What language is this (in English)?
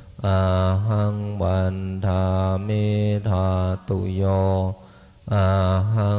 Pali